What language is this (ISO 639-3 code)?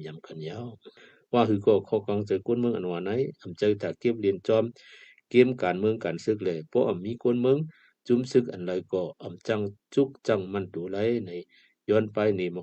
shn